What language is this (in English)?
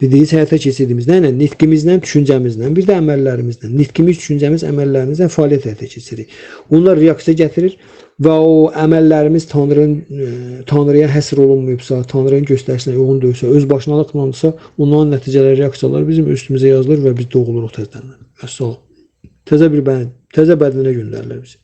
Azerbaijani